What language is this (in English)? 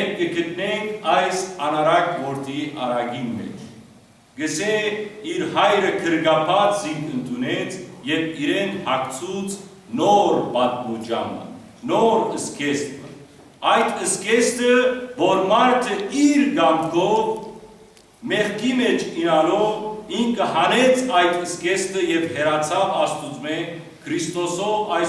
Western Armenian